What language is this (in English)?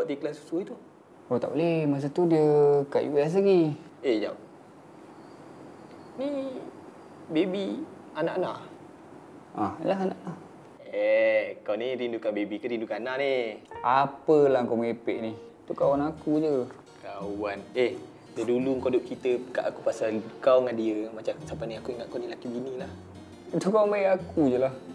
Malay